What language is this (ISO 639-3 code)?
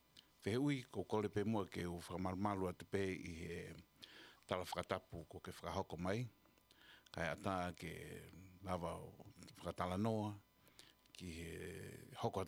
ton